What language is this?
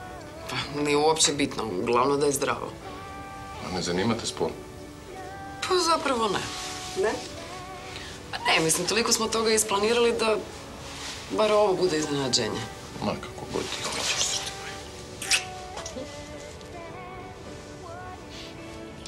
Croatian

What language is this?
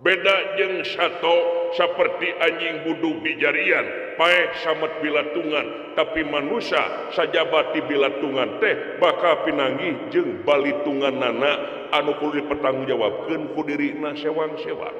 Sundanese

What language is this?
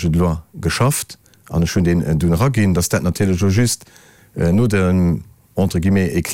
Luxembourgish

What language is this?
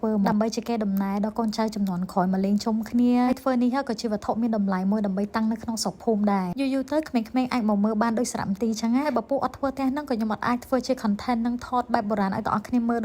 Khmer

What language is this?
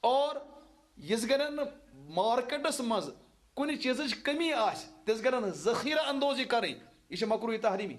Kashmiri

